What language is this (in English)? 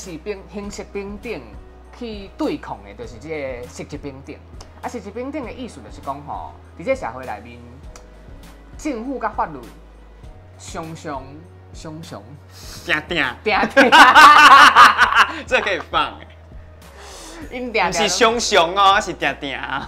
Min Nan Chinese